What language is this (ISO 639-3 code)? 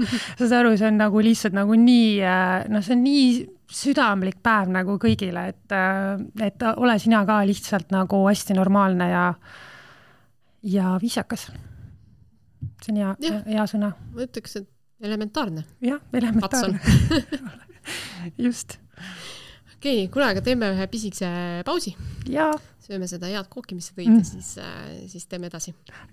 est